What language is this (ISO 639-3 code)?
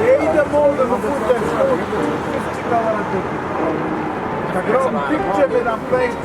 yid